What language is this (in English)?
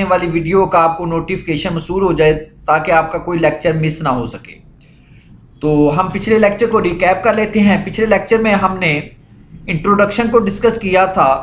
Hindi